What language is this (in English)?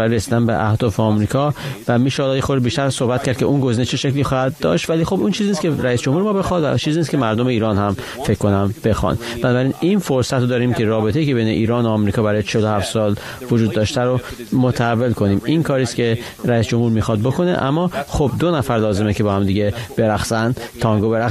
Persian